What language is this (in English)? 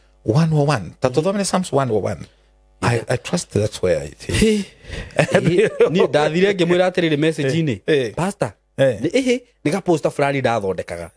Kikuyu